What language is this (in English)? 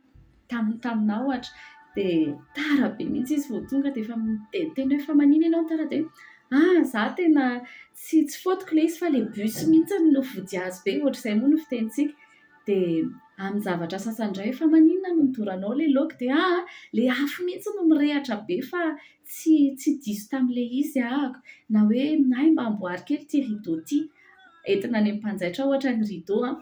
Malagasy